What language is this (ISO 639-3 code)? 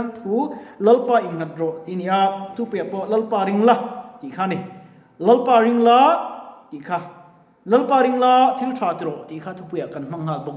lus